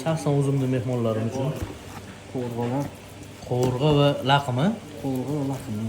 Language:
Uzbek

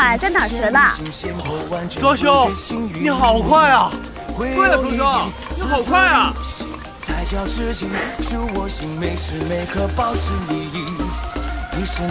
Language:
Chinese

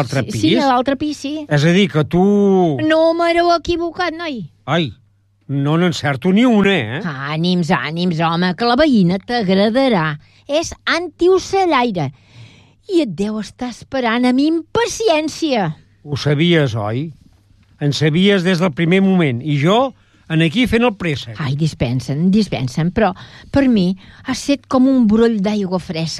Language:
Catalan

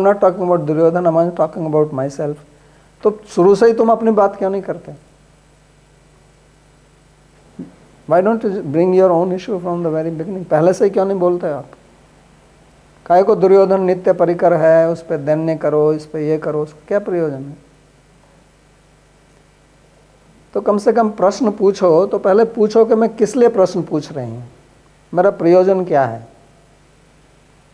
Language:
Hindi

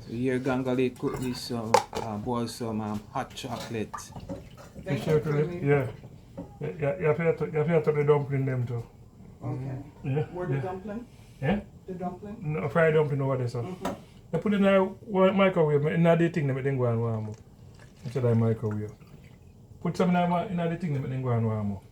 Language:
Jamaican Creole English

